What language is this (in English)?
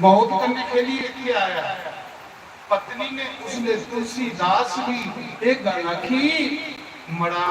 Dogri